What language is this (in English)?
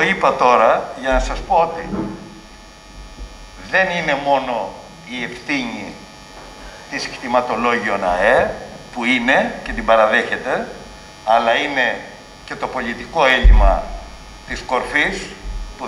Greek